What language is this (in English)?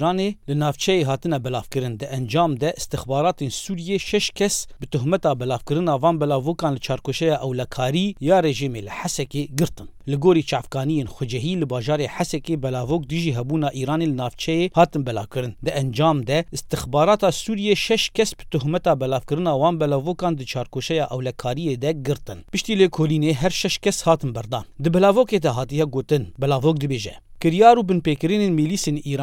Kurdish